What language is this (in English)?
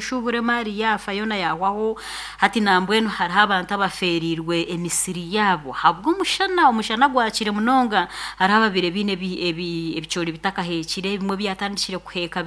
Nyankole